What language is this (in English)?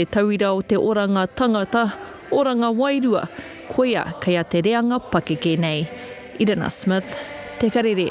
Māori